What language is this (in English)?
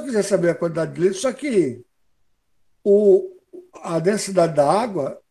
Portuguese